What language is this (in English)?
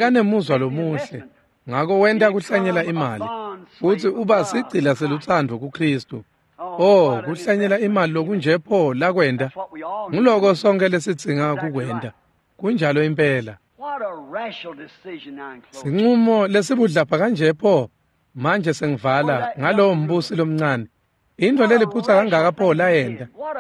Swati